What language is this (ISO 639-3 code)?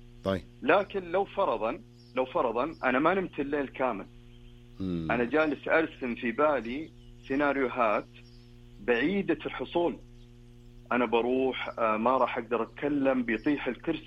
ars